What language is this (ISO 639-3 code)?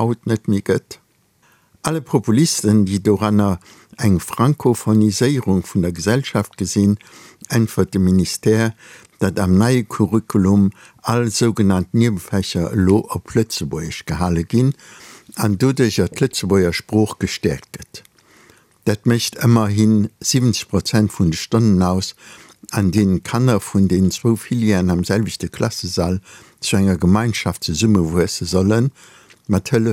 ltz